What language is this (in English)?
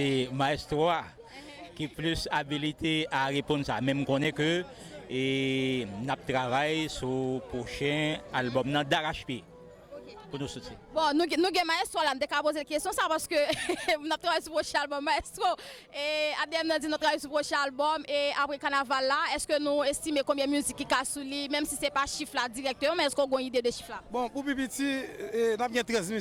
Haitian Creole